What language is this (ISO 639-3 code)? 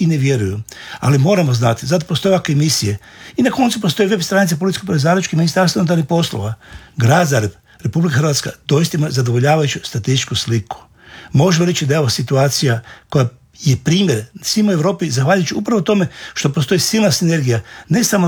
hrv